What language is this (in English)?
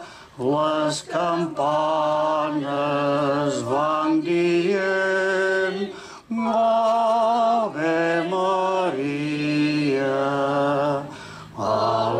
Catalan